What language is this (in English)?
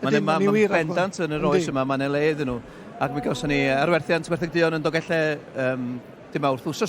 Welsh